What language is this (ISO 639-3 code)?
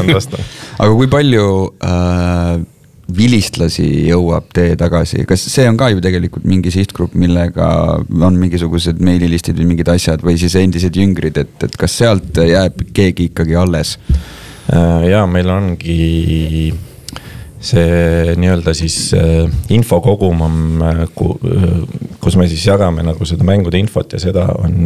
est